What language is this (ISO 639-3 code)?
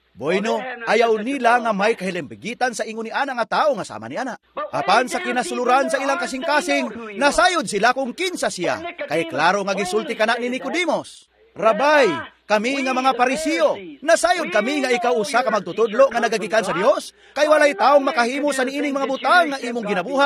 ceb